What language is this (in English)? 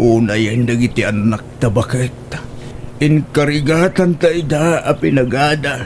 Iloko